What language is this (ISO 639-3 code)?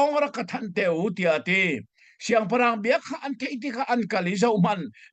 cnh